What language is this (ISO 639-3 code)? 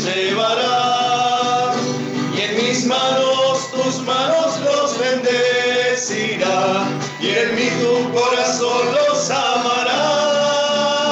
spa